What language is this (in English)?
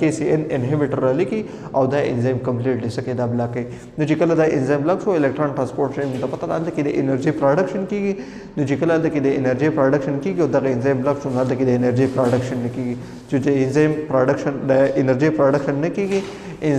Pashto